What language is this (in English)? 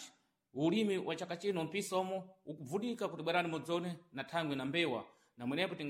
Sena